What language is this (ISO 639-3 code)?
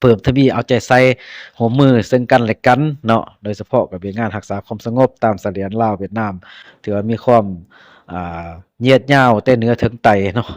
lao